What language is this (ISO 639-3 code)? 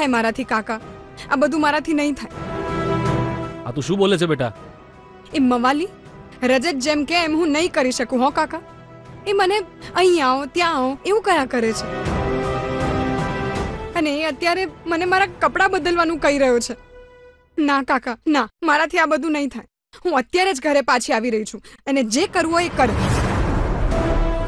guj